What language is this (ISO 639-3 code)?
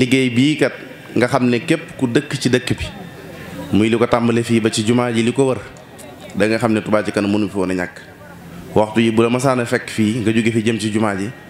wol